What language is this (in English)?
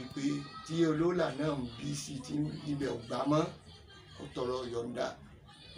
Yoruba